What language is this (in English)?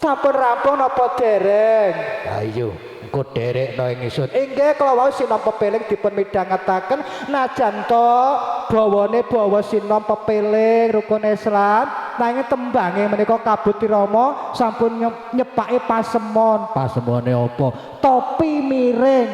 Javanese